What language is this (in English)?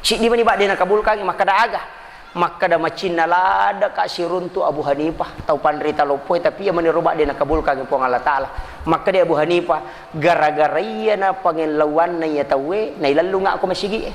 Buginese